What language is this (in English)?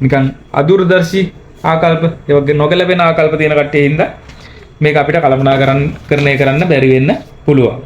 Sinhala